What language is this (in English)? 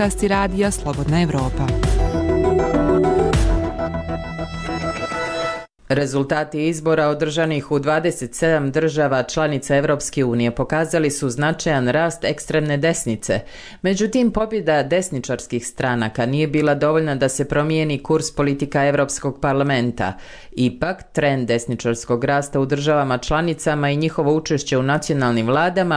Bosnian